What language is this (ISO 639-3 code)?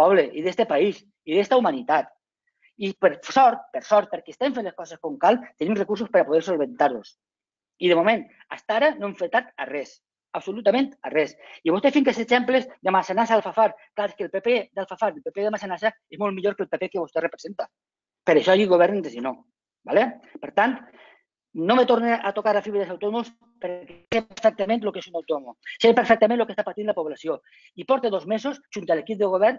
cat